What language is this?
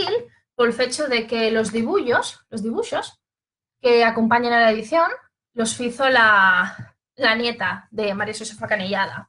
Asturian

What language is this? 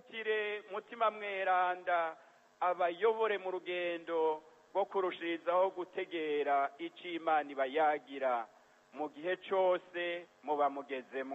Rundi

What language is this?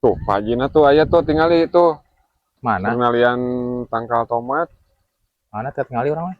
Sundanese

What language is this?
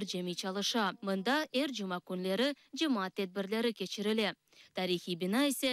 Crimean Tatar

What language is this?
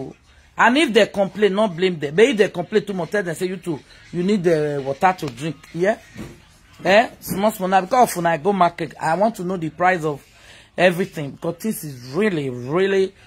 English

